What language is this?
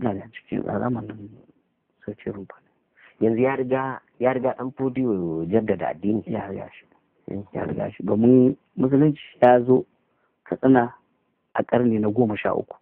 Hausa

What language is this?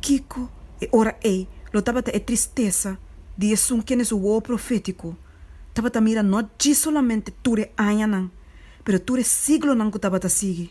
Papiamento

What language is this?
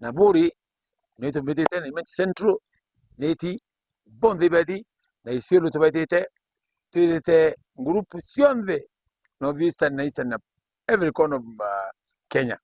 Meru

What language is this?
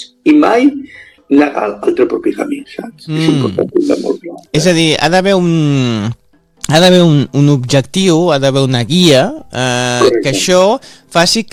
Catalan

